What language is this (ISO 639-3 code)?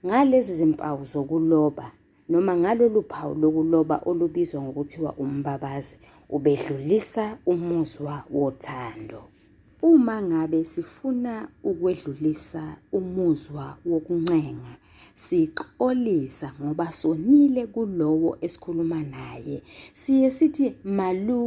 zul